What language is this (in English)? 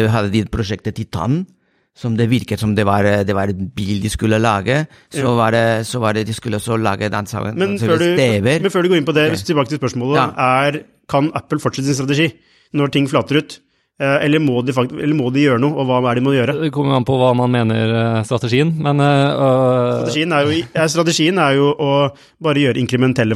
Norwegian